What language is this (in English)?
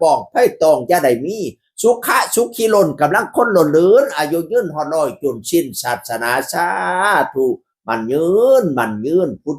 Northeastern Thai